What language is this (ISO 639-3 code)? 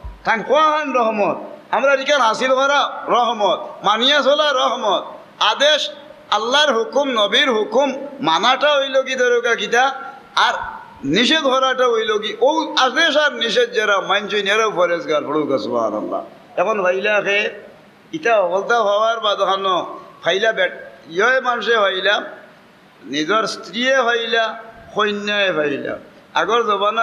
syl